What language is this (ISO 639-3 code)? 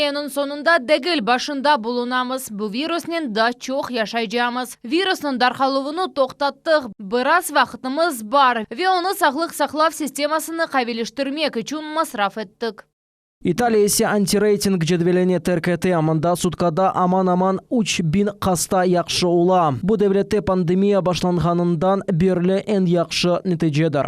crh